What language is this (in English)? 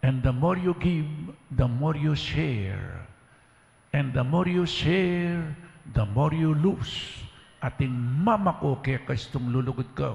Pampanga